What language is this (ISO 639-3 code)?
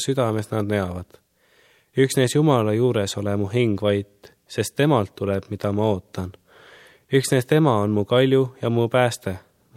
est